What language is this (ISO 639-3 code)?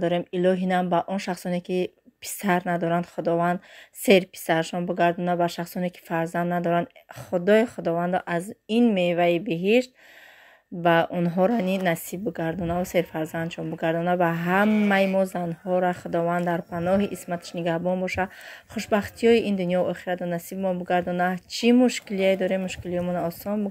tgk